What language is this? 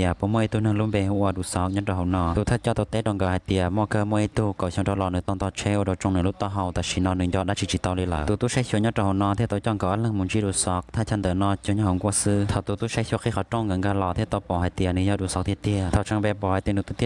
Hmong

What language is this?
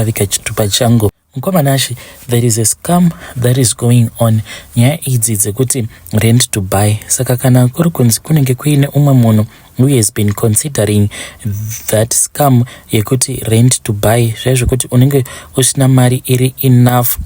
Shona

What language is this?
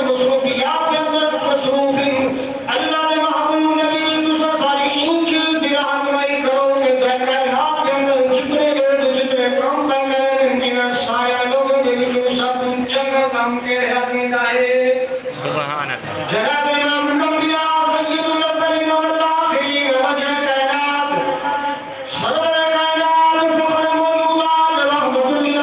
Saraiki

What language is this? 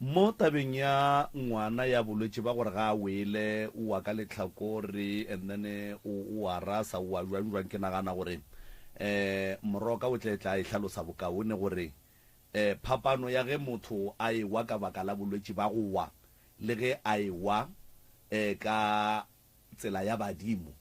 Northern Sotho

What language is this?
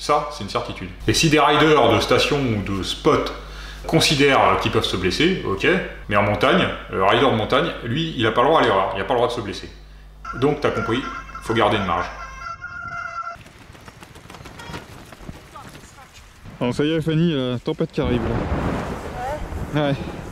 French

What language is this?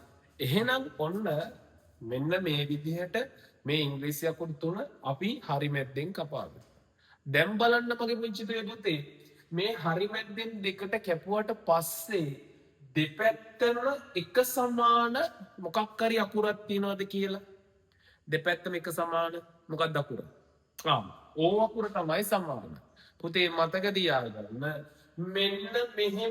Sinhala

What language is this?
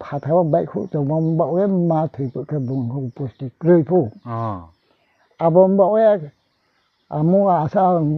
Riang (India)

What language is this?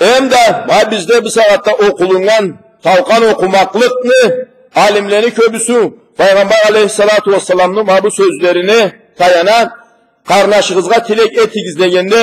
Karachay-Balkar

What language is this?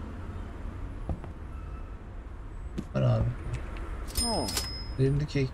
Turkish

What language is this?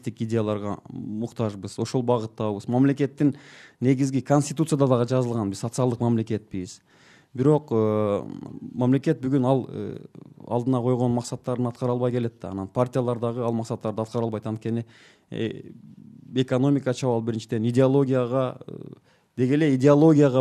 Kyrgyz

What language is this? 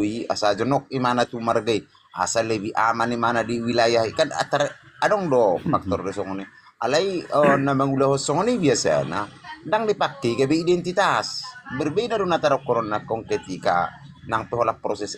Batak Toba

